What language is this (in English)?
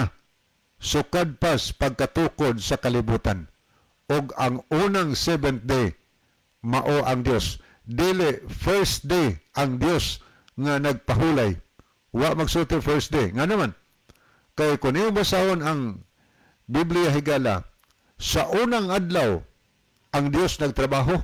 Cebuano